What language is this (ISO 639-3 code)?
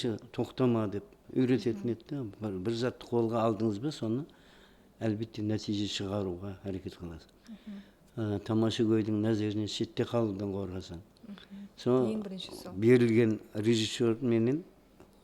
kaa